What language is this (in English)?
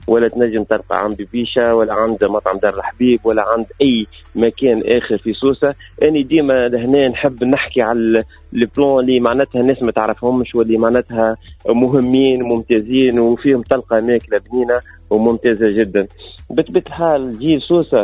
Tunisian Arabic